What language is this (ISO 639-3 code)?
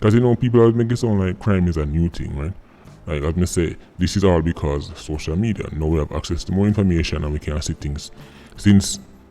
jam